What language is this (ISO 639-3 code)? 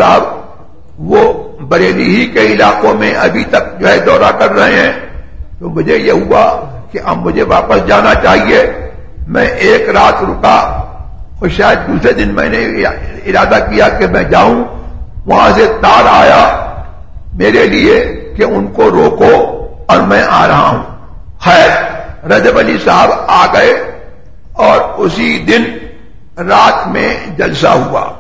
urd